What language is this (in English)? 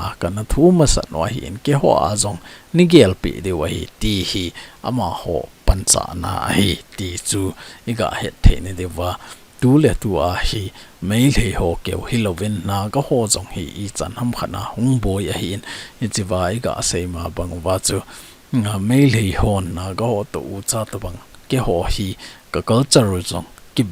Thado Chin